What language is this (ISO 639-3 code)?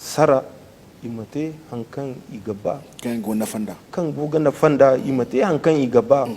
dje